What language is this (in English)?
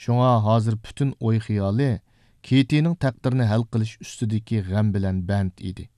Uyghur